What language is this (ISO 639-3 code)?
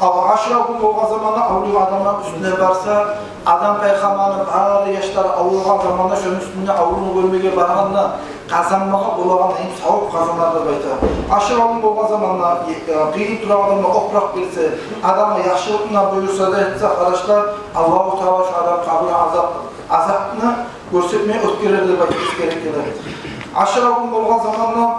kum